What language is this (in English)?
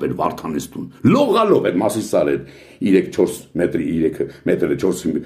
Armenian